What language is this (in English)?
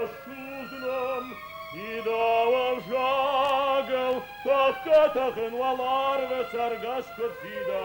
Ossetic